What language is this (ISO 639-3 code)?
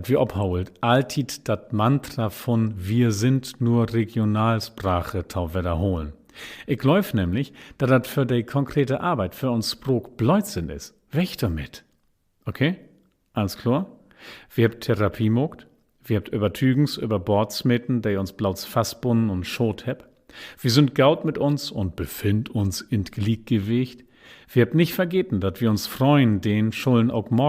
nds